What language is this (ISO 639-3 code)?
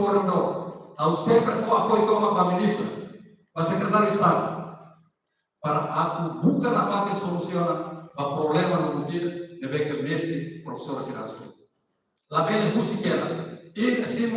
tet